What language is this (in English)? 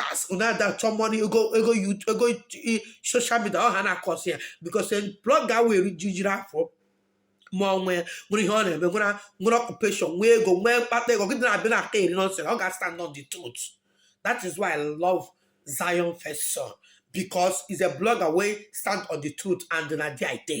Igbo